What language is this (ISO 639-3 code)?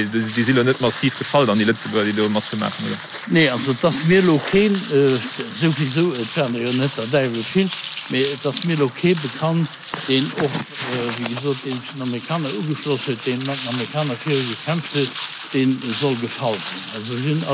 ltz